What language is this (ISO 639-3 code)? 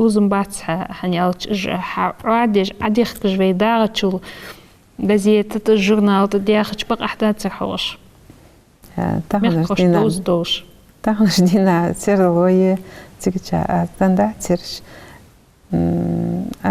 inh